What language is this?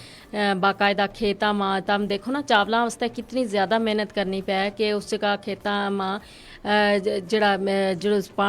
Gujari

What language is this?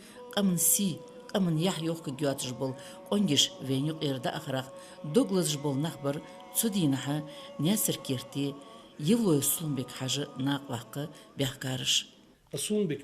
Ingush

